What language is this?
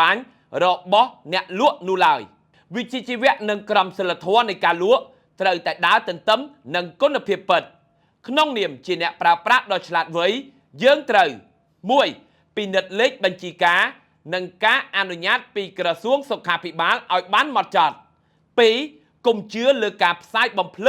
Khmer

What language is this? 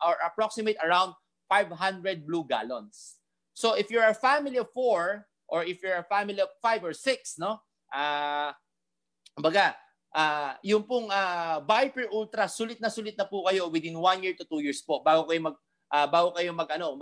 Filipino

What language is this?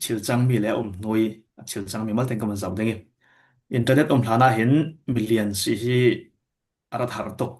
Falam Chin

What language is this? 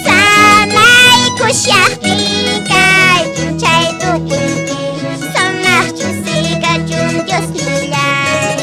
Quechua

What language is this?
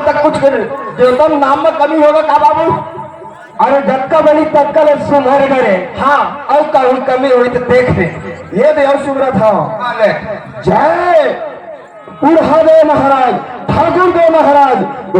Chhattisgarhi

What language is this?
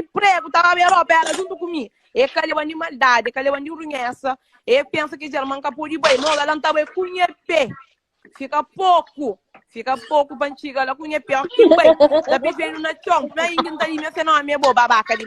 Kabuverdianu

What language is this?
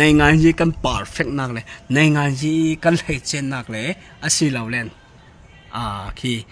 Falam Chin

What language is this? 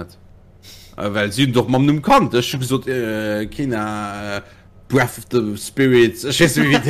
Luxembourgish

